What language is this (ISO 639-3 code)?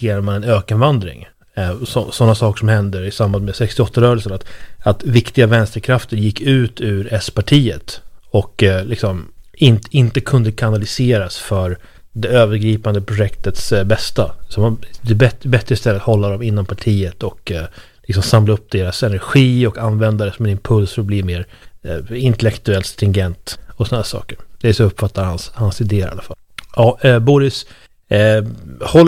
swe